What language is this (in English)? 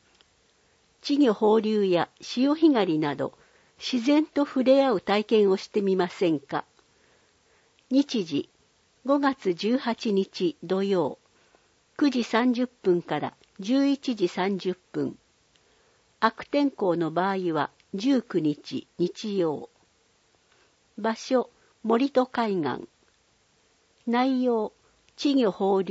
Japanese